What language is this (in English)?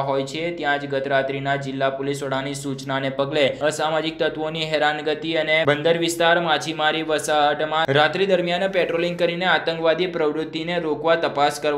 Gujarati